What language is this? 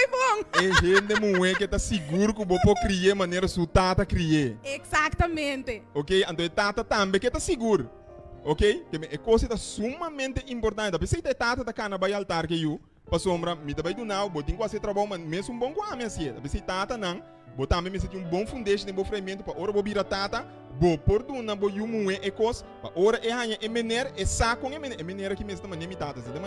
Papiamento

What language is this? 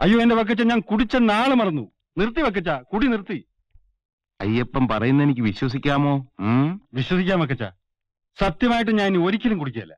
Malayalam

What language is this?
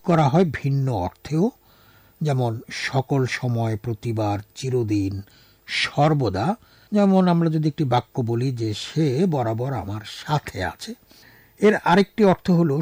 Bangla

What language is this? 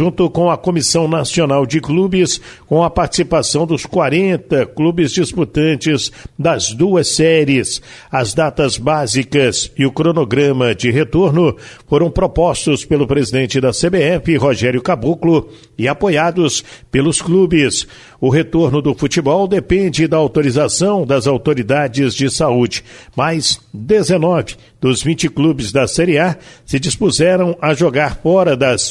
Portuguese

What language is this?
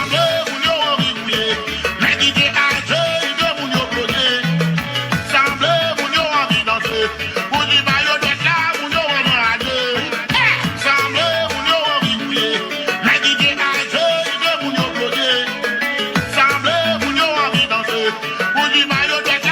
Haitian Creole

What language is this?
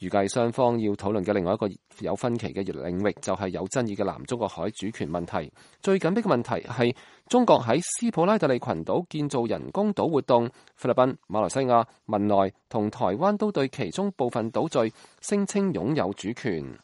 Cantonese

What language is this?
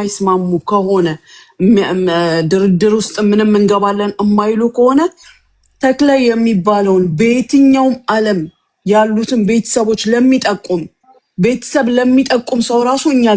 Amharic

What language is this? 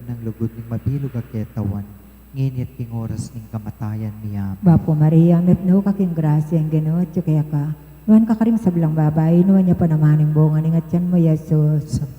Pampanga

